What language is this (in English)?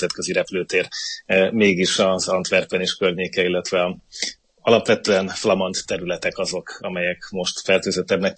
Hungarian